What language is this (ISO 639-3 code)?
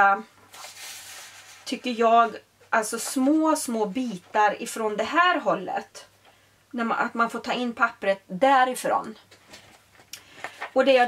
swe